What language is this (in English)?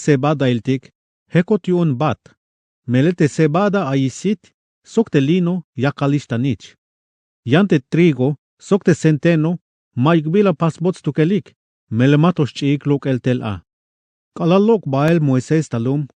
Tzeltal